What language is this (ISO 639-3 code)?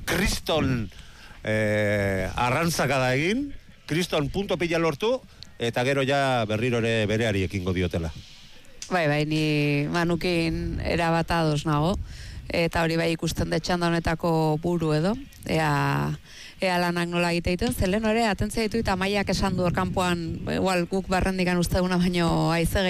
eus